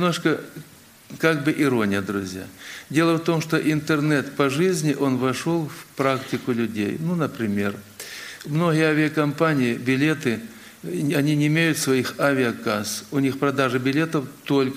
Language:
Russian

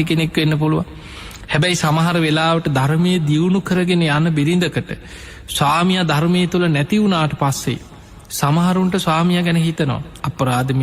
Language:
Sinhala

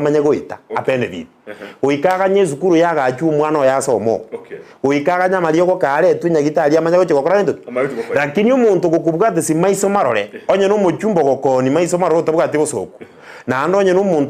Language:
Gusii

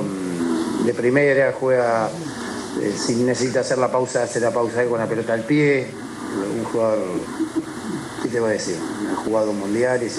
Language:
Spanish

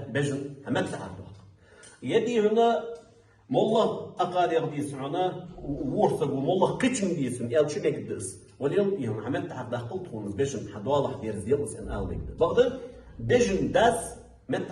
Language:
Ingush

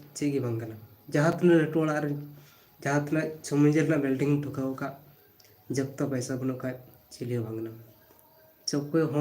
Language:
Santali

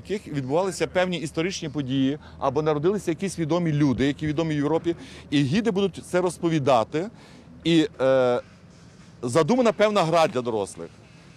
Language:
Ukrainian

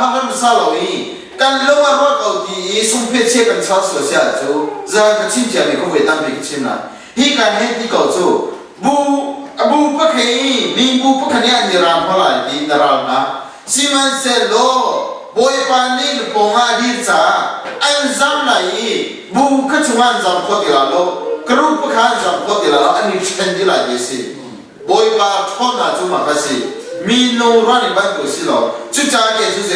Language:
Hakha Chin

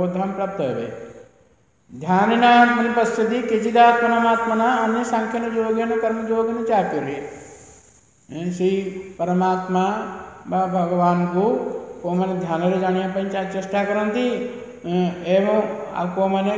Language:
Odia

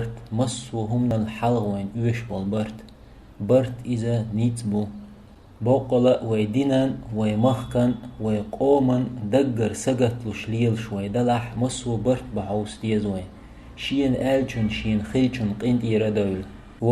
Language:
Chechen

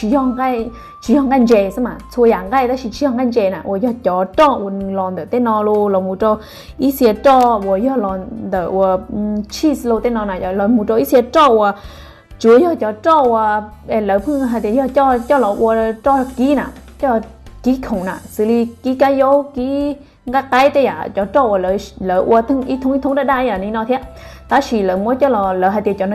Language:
Hmong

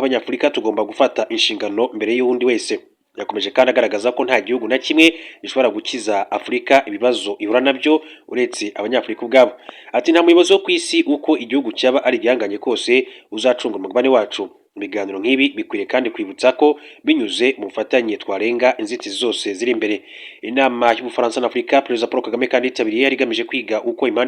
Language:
Kinyarwanda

